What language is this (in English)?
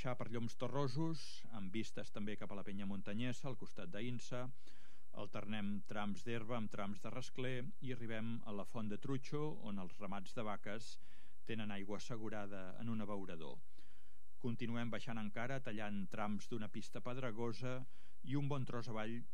Catalan